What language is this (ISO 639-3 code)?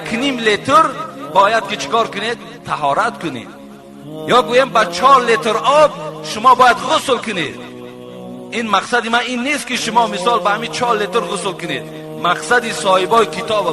tgk